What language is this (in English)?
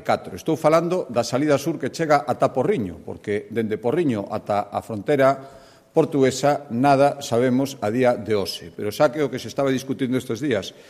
Galician